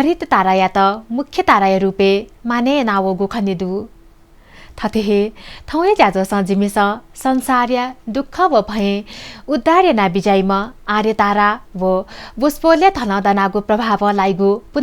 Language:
Newari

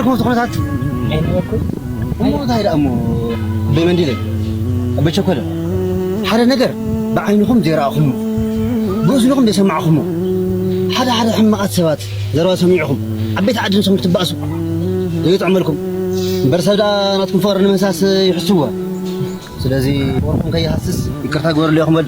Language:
Tigrinya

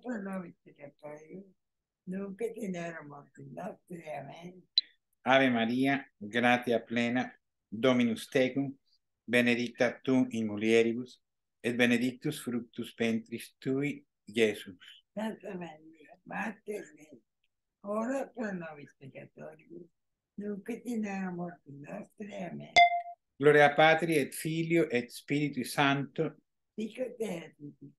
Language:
Latin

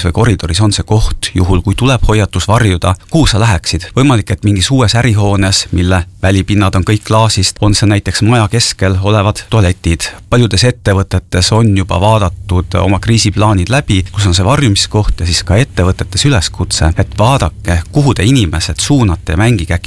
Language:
Estonian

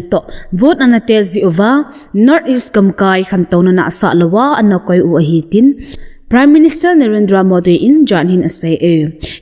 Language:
Thado Chin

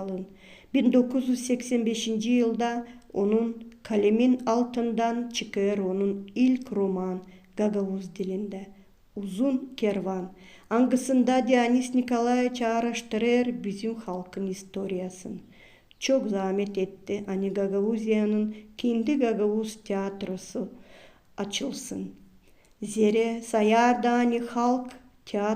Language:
Gagauz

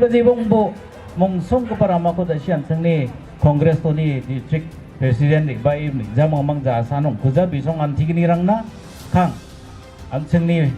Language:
Garo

